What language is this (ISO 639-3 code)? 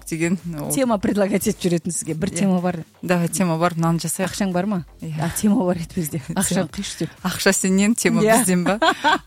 kaz